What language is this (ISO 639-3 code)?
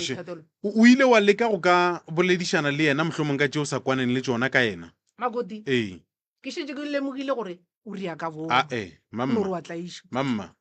nso